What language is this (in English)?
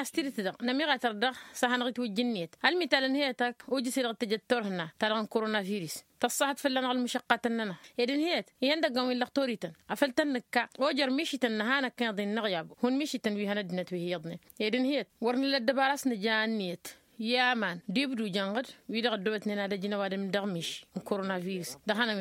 Tamasheq